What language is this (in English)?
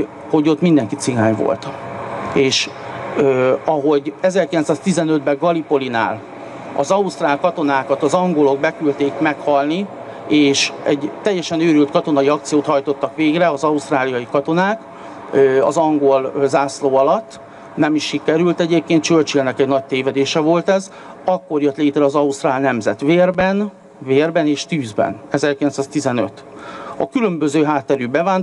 Hungarian